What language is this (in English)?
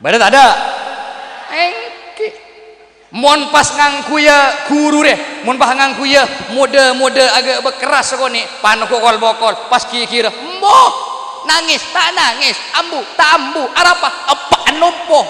Madurese